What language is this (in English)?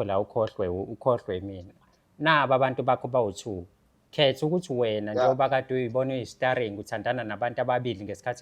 Zulu